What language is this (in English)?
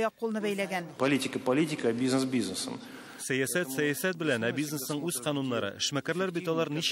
Tatar